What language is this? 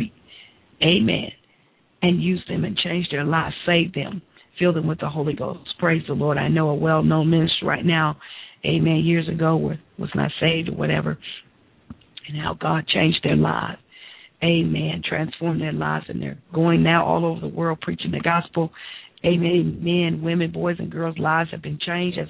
English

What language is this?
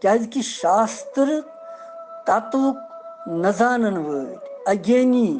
Kashmiri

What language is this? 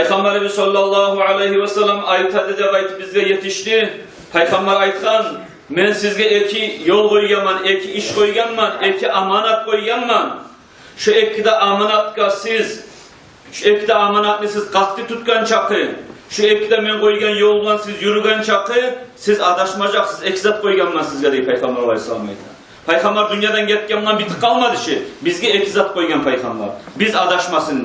Kumyk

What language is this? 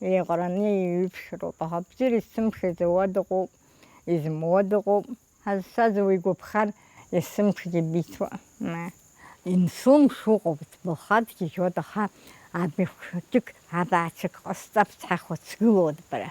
Abkhazian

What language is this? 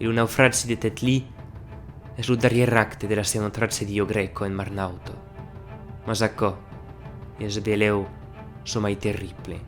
Occitan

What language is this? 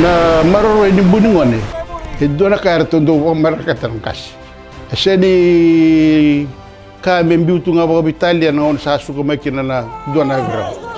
Fijian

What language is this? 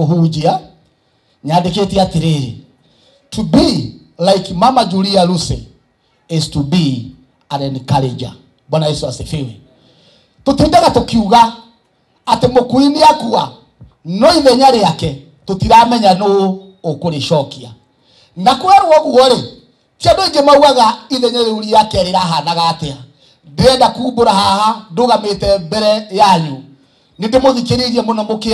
Kikuyu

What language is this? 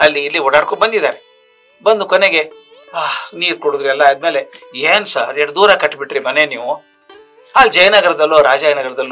Kannada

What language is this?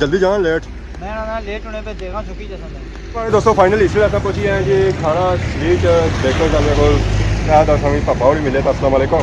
Pahari-Potwari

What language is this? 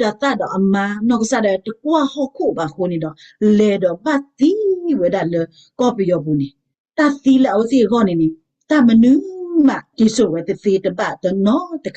S'gaw Karen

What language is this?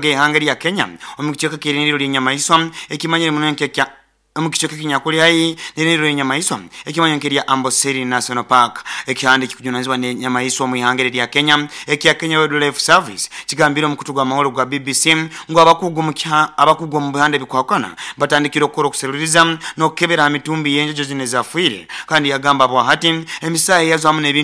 Nyoro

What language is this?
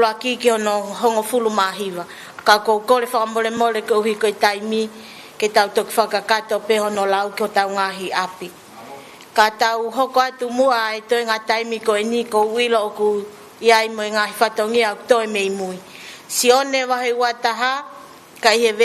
Tongan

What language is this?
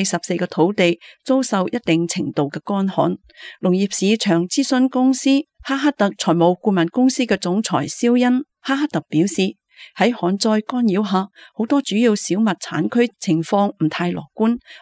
Cantonese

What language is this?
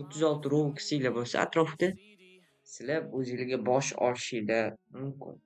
Uzbek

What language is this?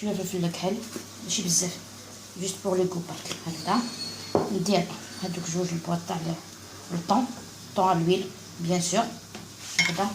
Algerian Arabic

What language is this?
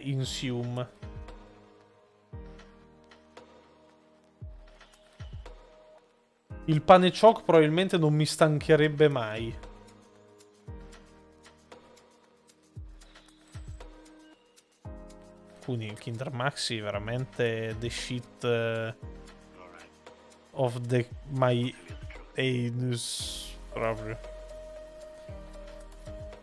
Italian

